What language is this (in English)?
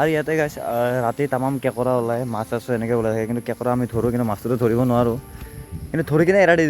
Assamese